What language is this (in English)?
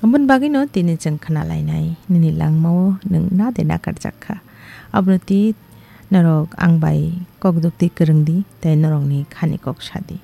Kok Borok